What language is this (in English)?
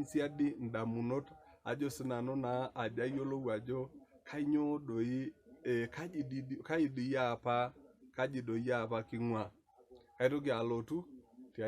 Masai